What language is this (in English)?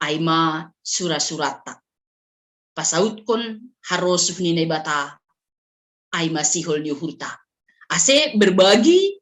Batak Simalungun